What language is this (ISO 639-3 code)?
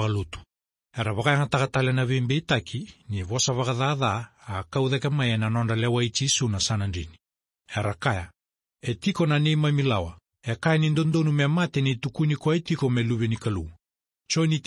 fij